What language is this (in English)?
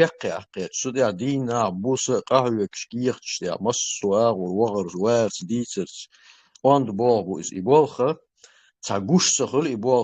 Chechen